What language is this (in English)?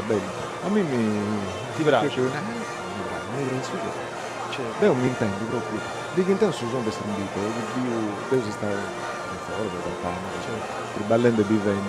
Sardinian